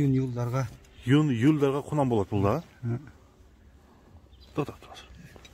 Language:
Kyrgyz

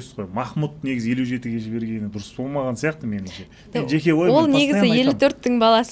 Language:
Kazakh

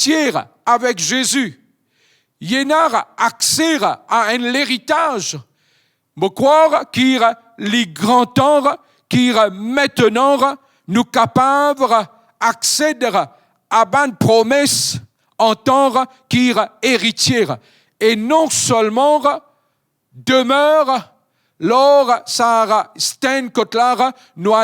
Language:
Morisyen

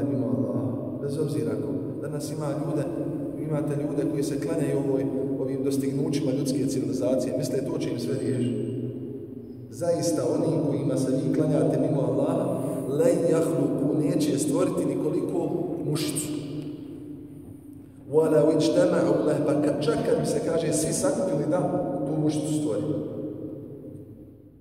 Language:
Bosnian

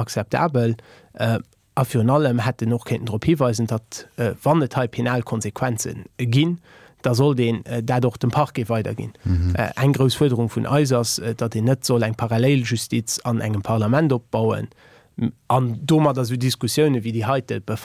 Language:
Luxembourgish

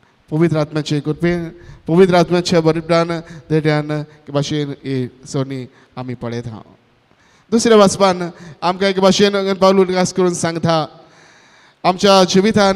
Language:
Konkani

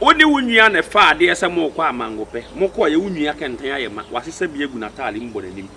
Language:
Akan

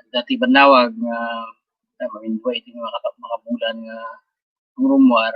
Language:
Iloko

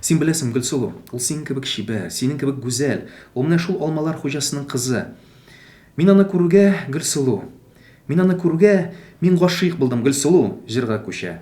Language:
Tatar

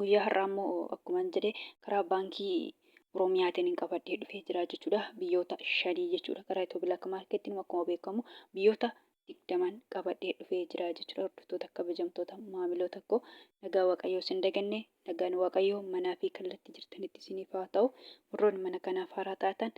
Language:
Oromo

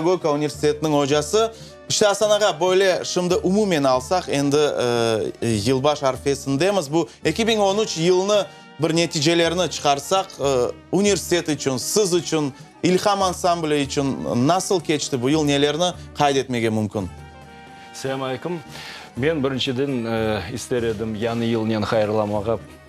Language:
Crimean Tatar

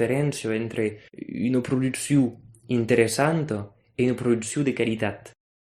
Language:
Occitan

